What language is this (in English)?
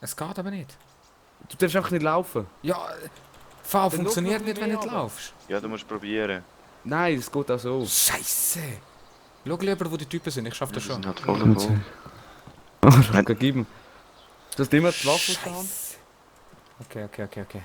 Swiss German